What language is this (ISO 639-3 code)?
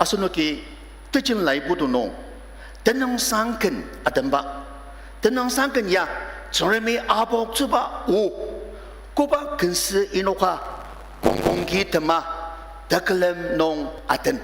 njo